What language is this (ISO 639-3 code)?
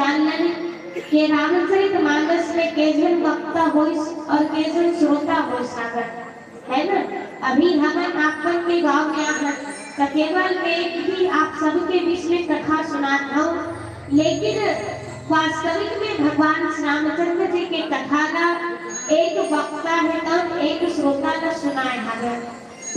hne